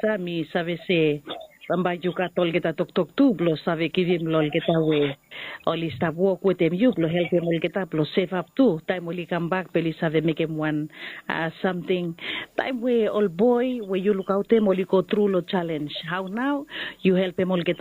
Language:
Bislama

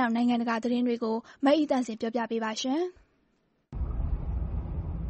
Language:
Burmese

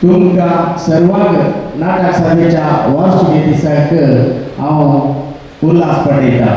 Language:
Konkani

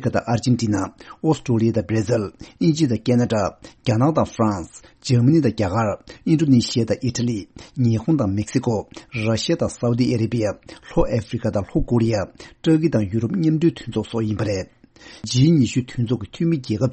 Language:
Tibetan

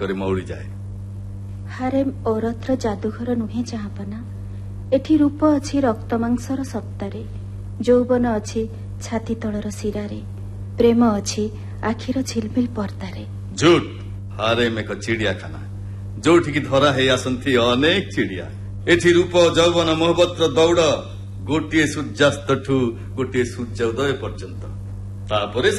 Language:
Odia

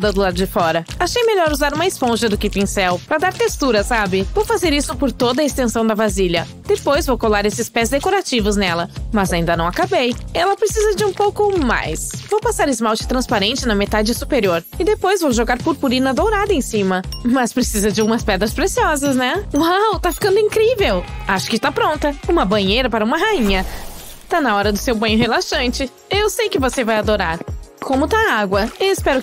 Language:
Portuguese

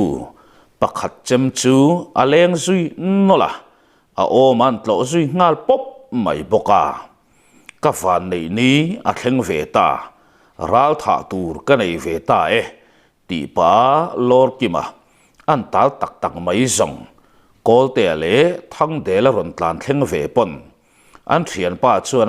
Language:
Mizo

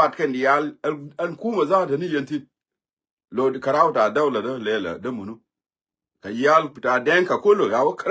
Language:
Nuer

